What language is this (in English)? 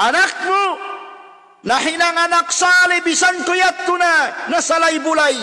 Tausug